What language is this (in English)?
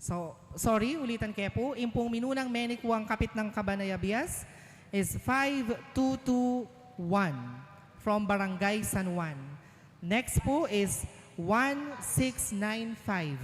Pampanga